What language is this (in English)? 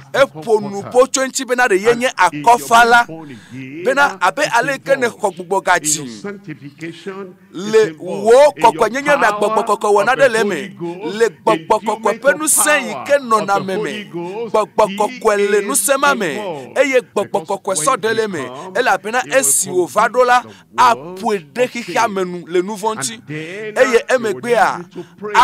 Ewe